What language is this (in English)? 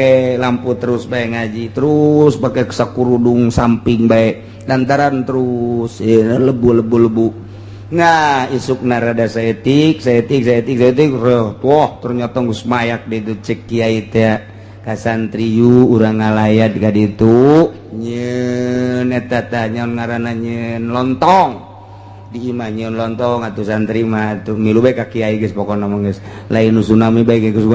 Sundanese